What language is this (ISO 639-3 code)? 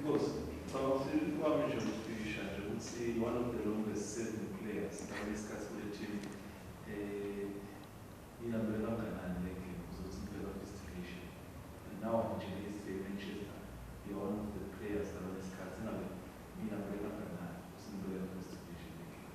zul